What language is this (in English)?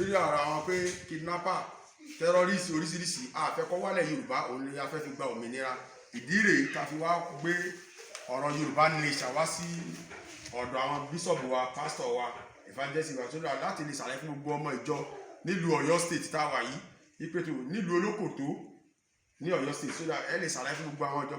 Yoruba